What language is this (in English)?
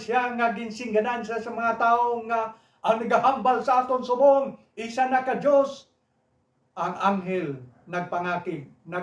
Hiligaynon